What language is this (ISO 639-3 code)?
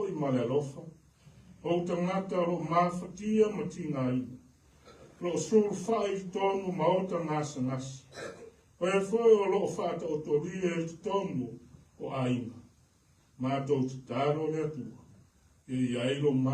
smo